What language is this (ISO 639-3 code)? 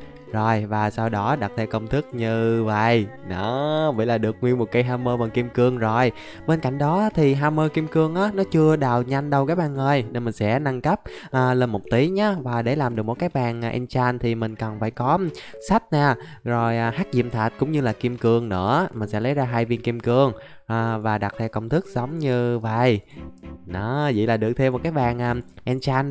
vie